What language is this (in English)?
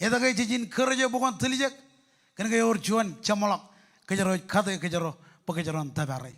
Marshallese